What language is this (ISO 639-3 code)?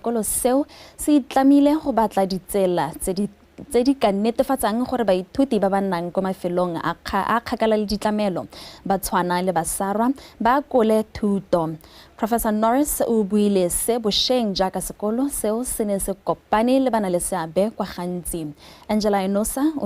tsn